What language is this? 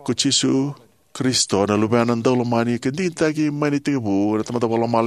Fijian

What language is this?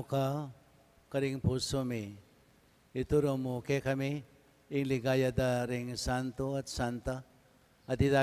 Pampanga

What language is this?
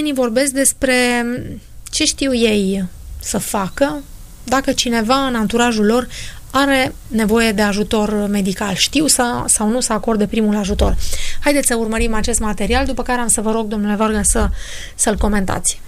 Romanian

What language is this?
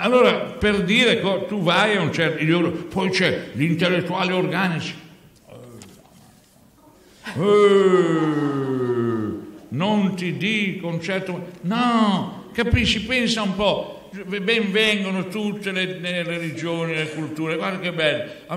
Italian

